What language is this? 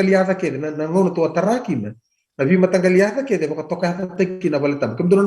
Fijian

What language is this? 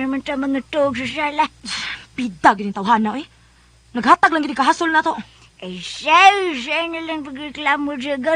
Cebuano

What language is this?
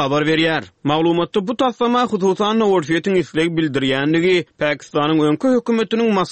Turkmen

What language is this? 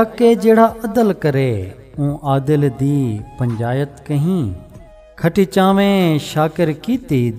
Saraiki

